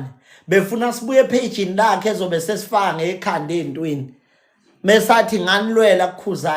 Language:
Zulu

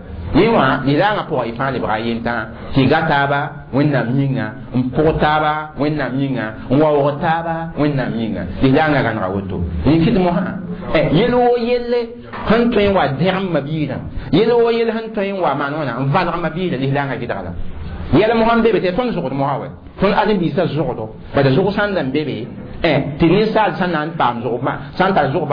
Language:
Mossi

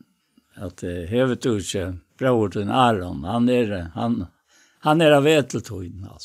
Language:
Faroese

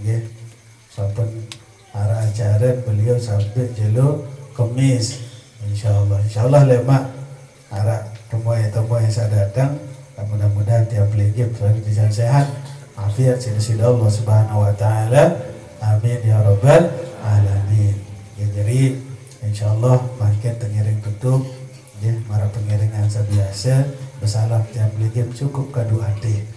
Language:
Sasak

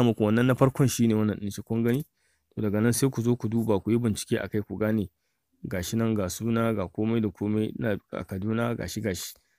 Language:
Hausa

